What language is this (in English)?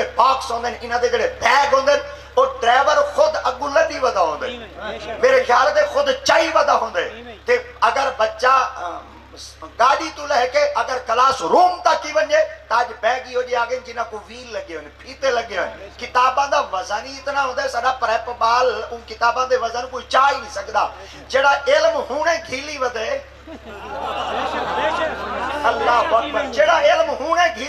Saraiki